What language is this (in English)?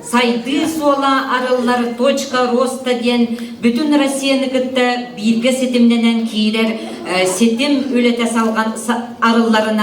Yakut